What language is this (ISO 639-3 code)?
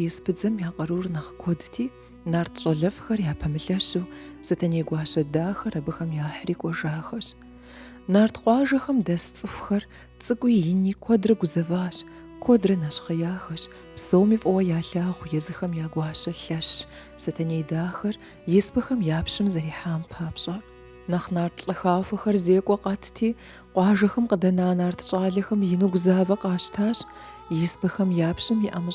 kbd